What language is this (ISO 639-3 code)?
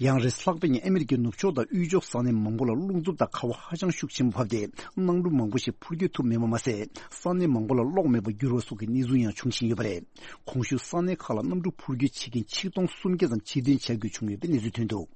bod